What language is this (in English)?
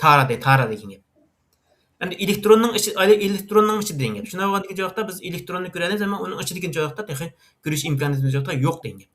Uyghur